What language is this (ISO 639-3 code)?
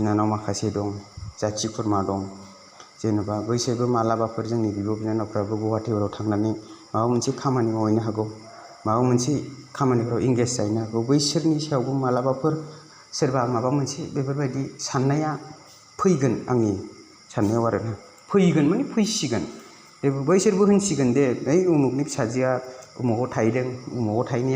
brx